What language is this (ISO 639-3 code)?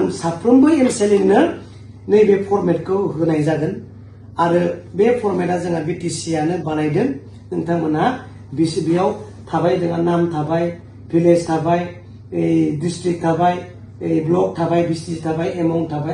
brx